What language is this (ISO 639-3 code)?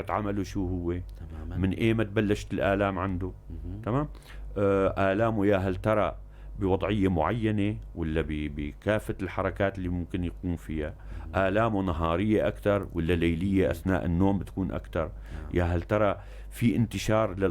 apc